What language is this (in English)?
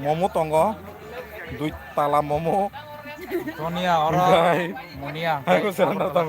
Kok Borok